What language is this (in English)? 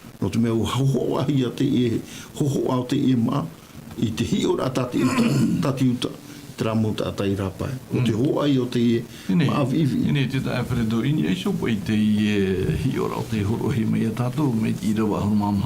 Tahitian